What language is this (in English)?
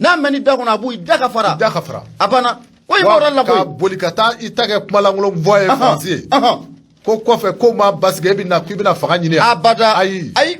Bambara